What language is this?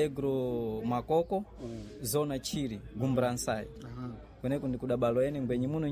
Sena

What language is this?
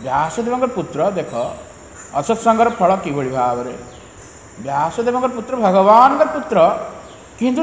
Odia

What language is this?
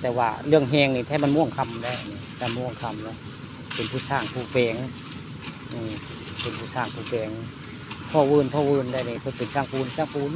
Northeastern Thai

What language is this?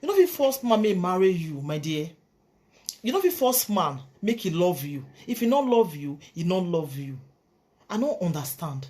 Nigerian Pidgin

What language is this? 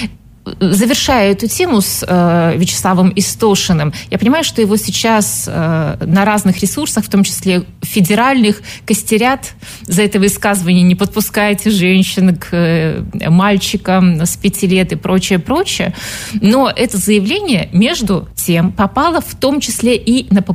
Russian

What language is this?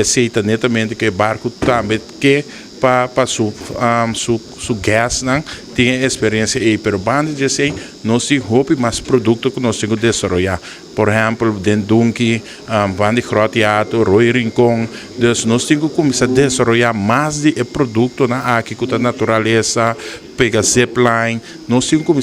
Papiamento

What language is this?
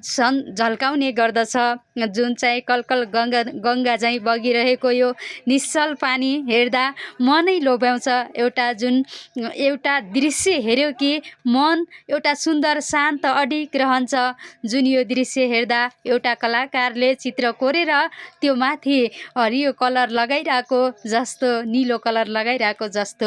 Nepali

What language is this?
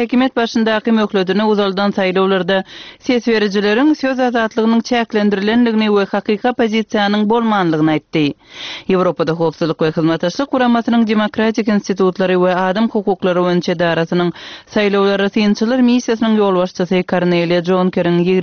Turkmen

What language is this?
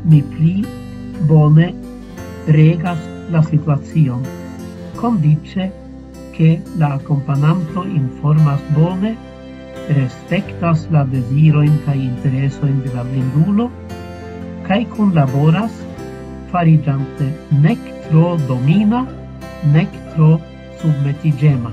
Esperanto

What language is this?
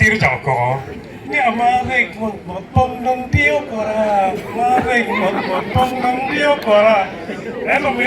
Acoli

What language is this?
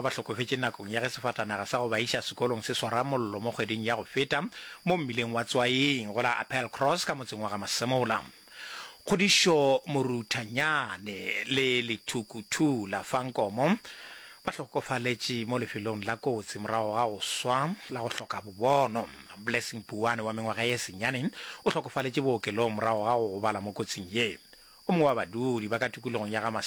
Northern Sotho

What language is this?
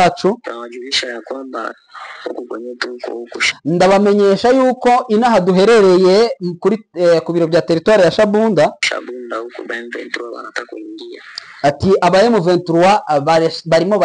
Kinyarwanda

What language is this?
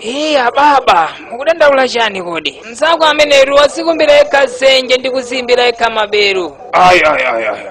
Nyanja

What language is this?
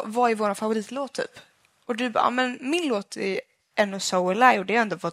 Swedish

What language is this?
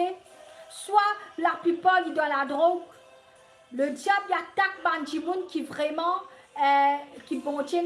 Morisyen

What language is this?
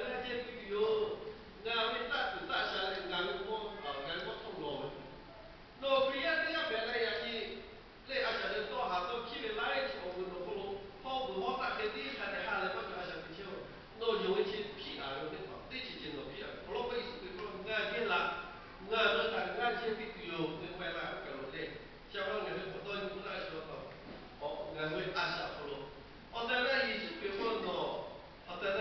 Lahu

